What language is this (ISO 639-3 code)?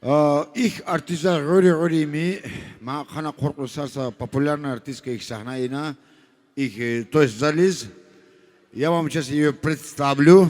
tab